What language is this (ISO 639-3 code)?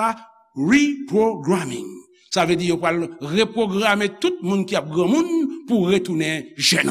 hat